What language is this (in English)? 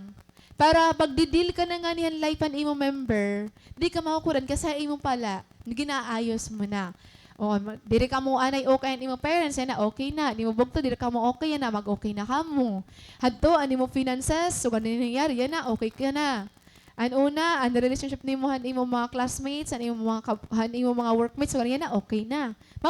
Waray